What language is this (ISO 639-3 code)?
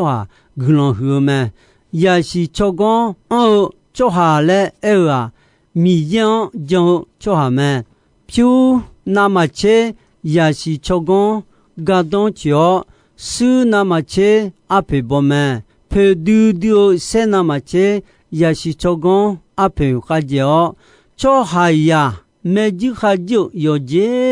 ahk